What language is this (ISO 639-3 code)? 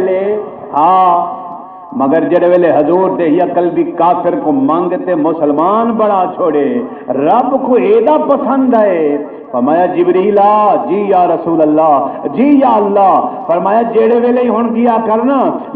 skr